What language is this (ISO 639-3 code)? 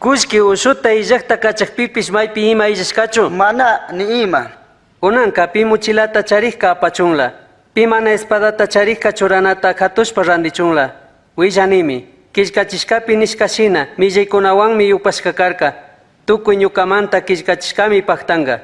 qug